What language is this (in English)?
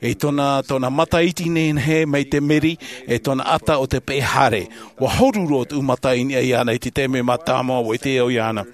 Tahitian